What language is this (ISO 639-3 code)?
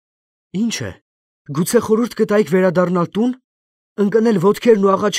hye